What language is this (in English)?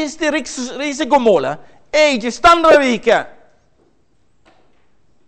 Norwegian